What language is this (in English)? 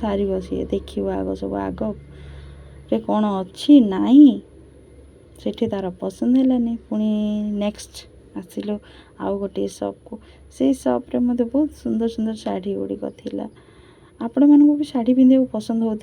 Odia